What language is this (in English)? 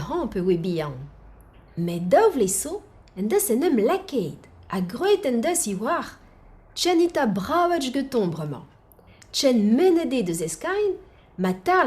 Breton